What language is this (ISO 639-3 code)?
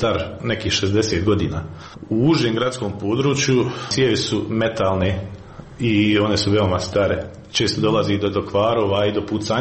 hrv